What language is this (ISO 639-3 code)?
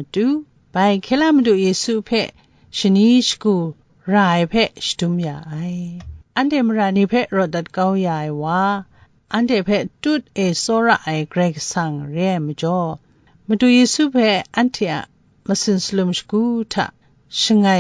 kac